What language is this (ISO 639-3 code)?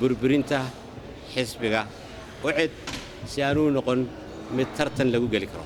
som